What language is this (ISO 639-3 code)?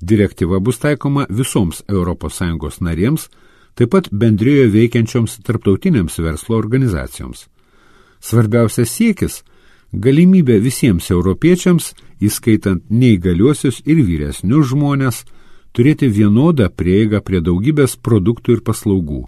lit